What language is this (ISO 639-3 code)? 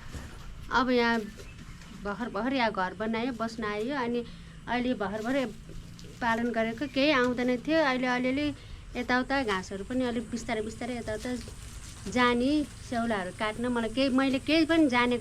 nep